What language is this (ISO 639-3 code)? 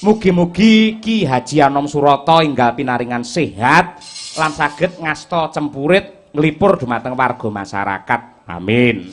jav